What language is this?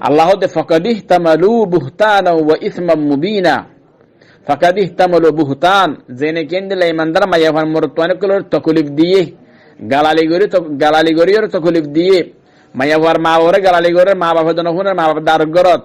Rohingya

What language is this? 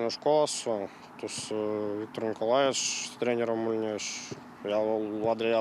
Erzya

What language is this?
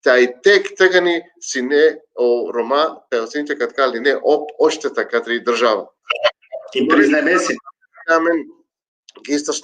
Balkan Romani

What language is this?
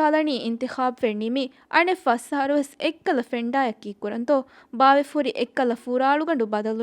Divehi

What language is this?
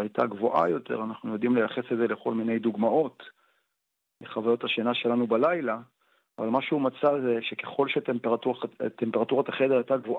Hebrew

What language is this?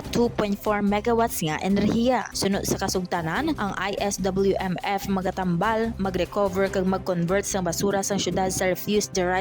Hiligaynon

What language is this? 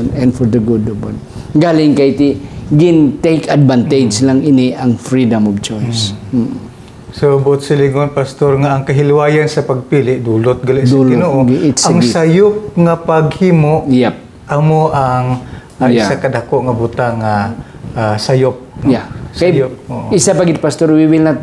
Hiligaynon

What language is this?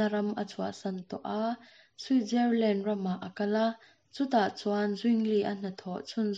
Mizo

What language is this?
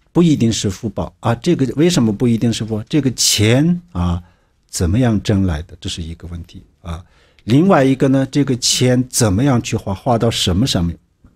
Chinese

